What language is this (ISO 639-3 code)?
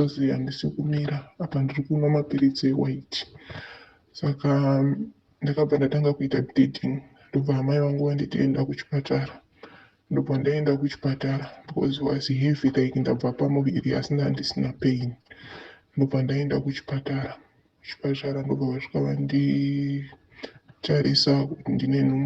sna